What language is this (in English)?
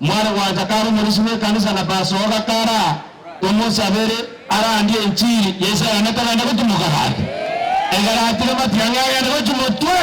Gusii